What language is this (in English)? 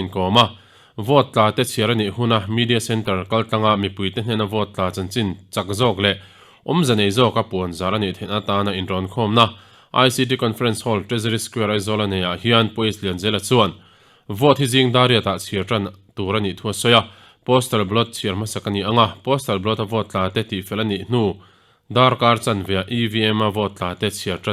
Mizo